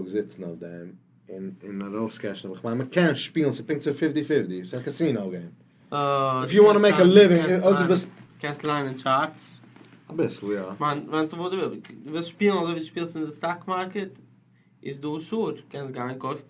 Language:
Yiddish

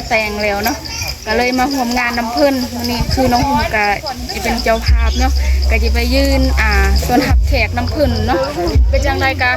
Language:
Lao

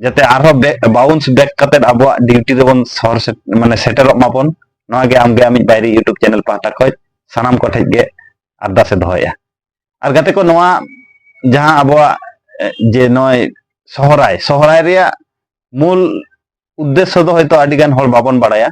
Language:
Santali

